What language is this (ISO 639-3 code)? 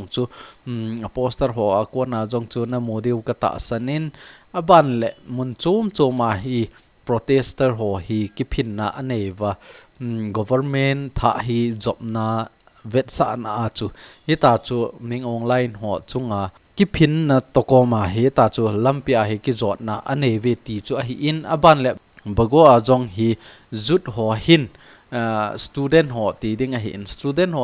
tcz